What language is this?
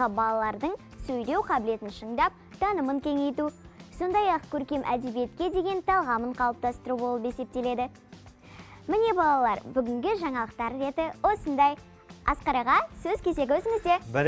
Kazakh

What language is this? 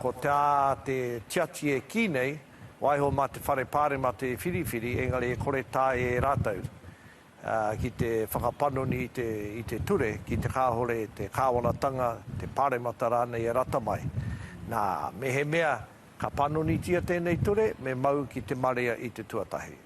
Māori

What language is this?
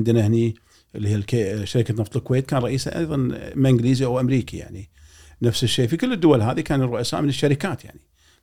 Gulf Arabic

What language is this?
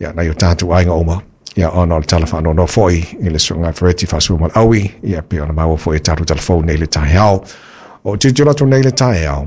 Samoan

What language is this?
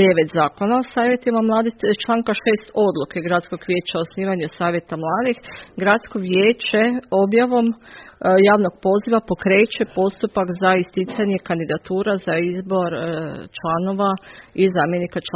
Croatian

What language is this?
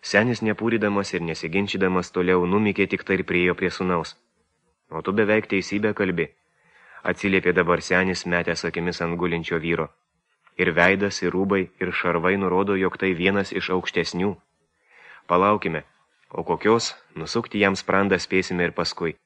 Lithuanian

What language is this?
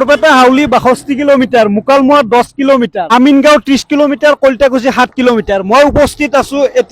Assamese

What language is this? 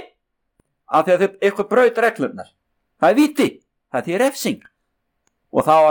Icelandic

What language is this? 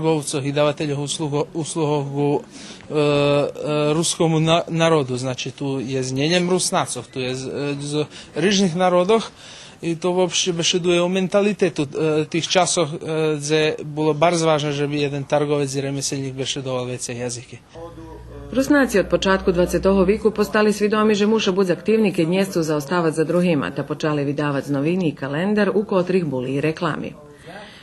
Rusyn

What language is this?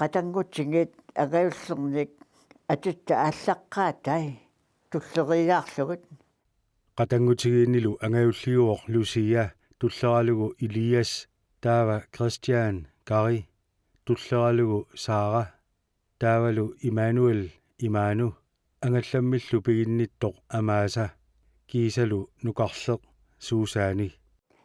Kalaallisut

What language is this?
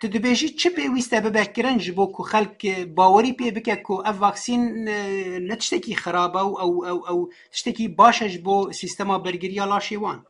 Kurdish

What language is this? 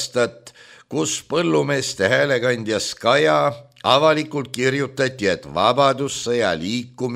Estonian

